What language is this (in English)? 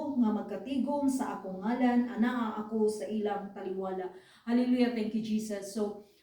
Cebuano